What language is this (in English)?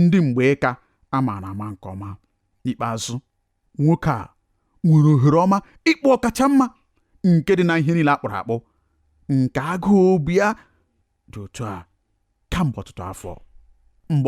Igbo